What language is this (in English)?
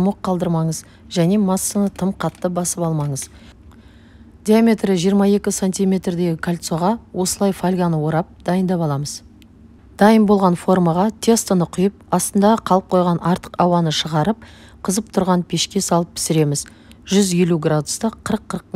Kazakh